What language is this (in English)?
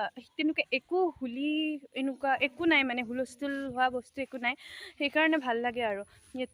Assamese